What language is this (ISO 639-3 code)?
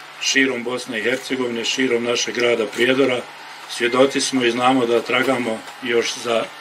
bos